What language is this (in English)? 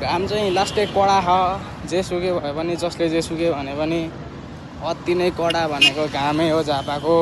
Nepali